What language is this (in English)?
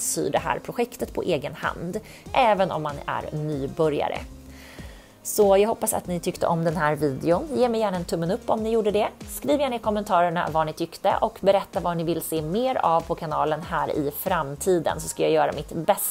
Swedish